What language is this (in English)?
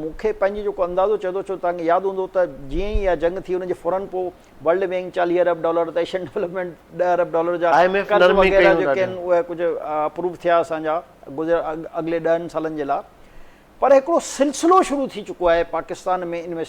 Sindhi